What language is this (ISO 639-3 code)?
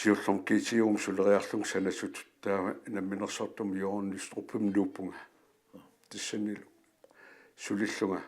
kal